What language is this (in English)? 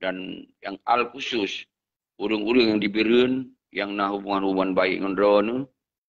Achinese